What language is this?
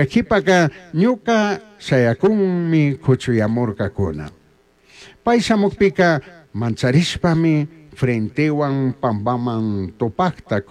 Chimborazo Highland Quichua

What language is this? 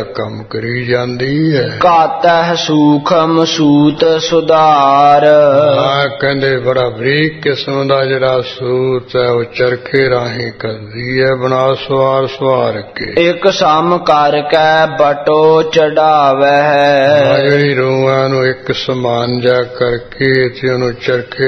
Punjabi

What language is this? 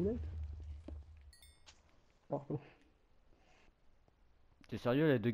French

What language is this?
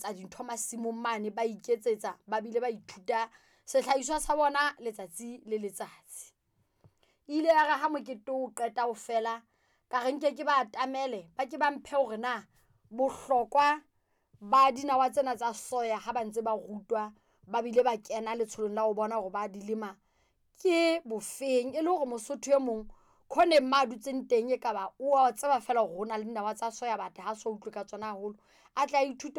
Southern Sotho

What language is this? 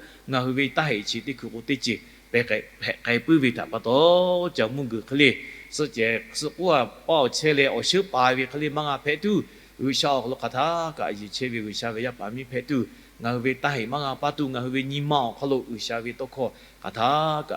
Lahu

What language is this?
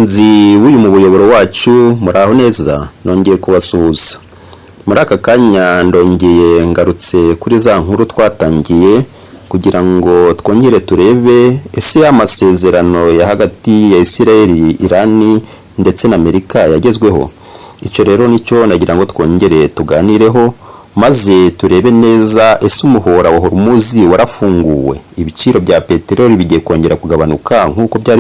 Kinyarwanda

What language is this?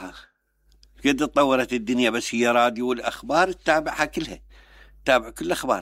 Mesopotamian Arabic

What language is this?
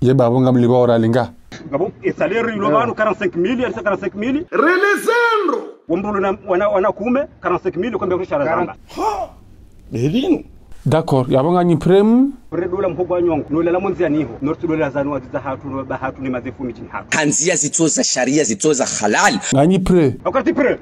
Ngazidja Comorian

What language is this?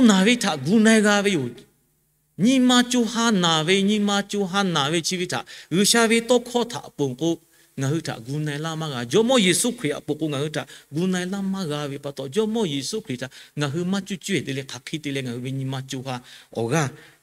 Lahu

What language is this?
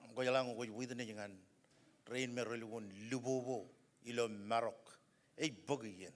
Marshallese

